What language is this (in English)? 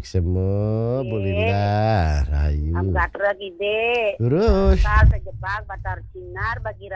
Balinese